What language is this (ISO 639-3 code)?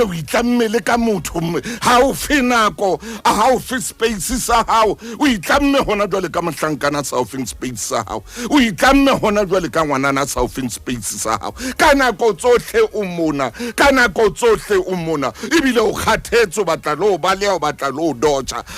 sot